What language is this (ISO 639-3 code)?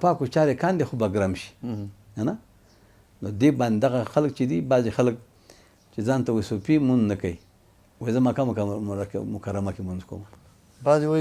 pus